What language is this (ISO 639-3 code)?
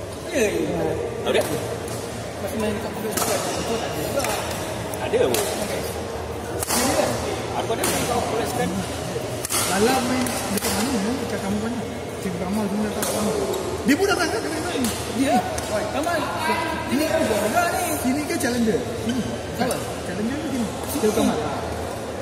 msa